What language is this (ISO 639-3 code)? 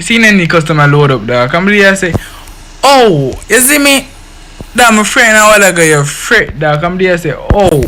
jam